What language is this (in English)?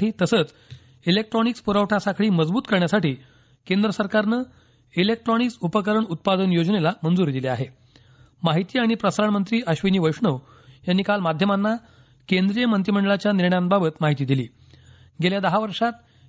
Marathi